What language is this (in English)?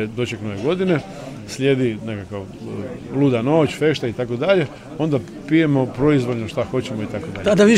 Bosnian